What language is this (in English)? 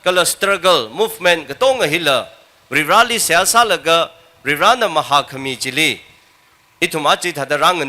Tangkhul Naga (India)